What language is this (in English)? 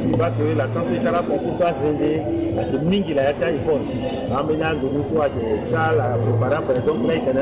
Sango